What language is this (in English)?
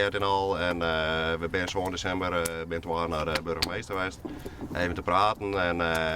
Western Frisian